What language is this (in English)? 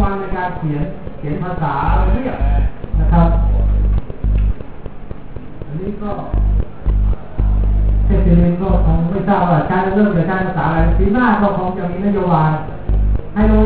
Thai